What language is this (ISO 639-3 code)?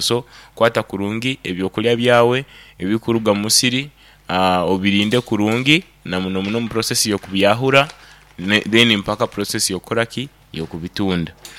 nyn